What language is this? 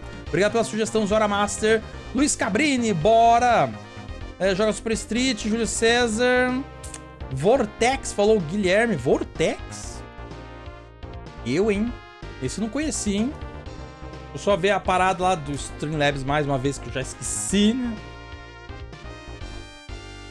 Portuguese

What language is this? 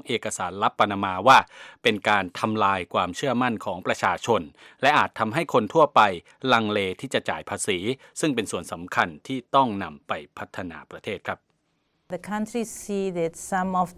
Thai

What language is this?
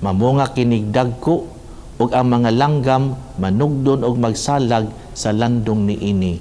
Cebuano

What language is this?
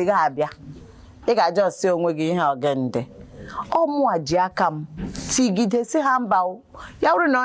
Igbo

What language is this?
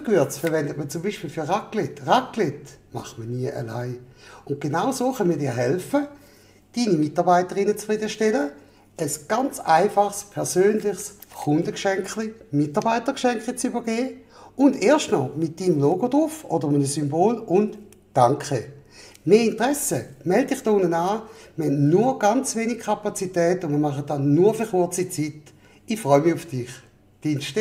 Swiss German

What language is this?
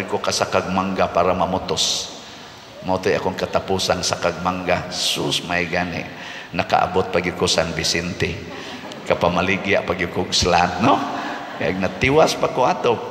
Cebuano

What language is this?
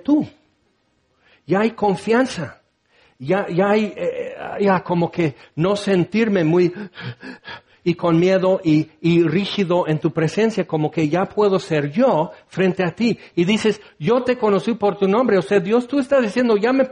Spanish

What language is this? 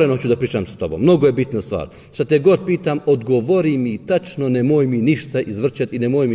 Bosnian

